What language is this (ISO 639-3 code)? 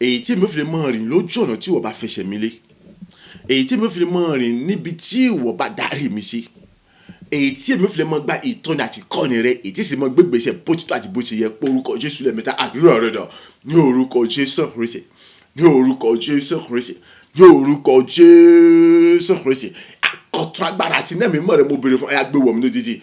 yor